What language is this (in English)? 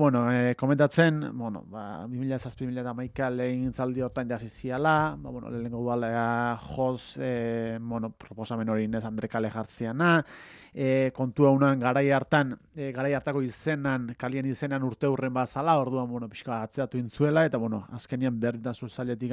Basque